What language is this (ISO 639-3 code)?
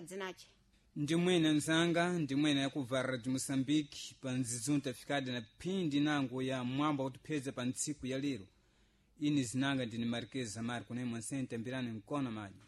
seh